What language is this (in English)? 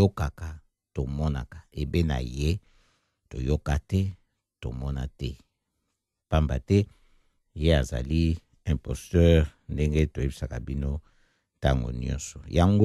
Lingala